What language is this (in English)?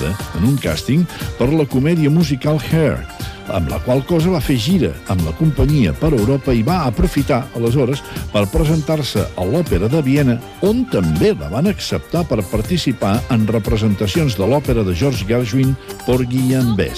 Catalan